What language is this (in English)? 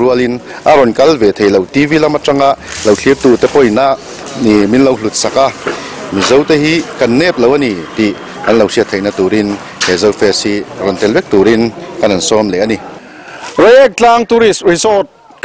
Mizo